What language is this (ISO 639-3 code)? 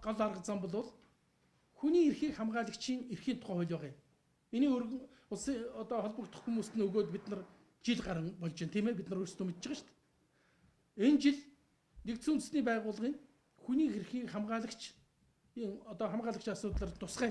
mon